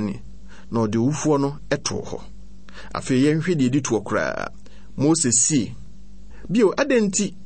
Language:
Akan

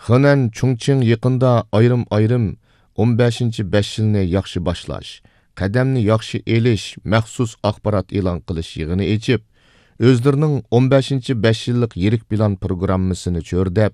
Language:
Uyghur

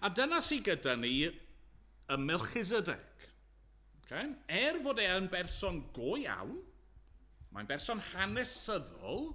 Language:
Welsh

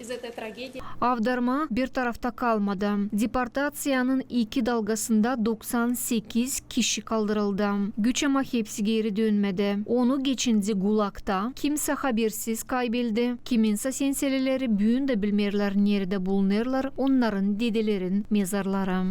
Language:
Gagauz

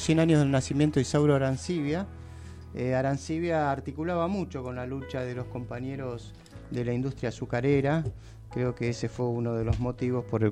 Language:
Spanish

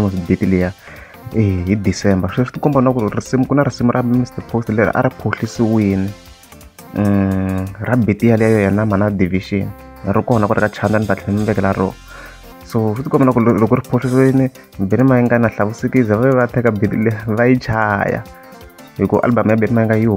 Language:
Tsonga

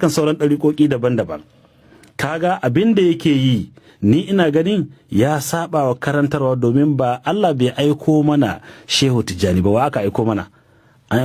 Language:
Hausa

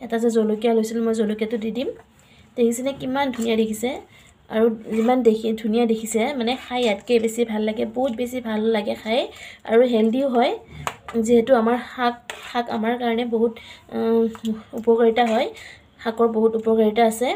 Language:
Assamese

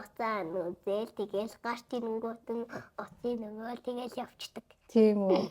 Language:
Mongolian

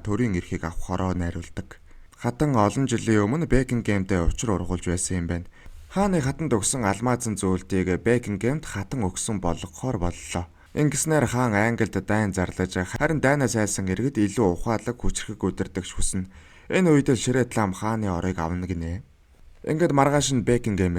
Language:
Mongolian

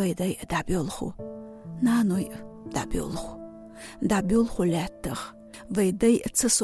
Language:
Chechen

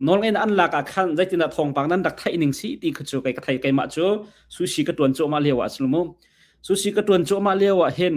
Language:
Hakha Chin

